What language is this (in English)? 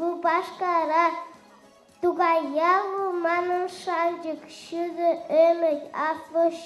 Chuvash